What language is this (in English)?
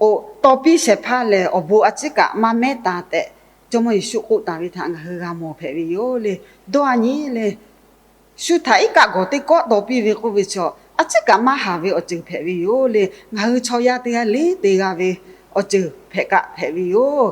Lahu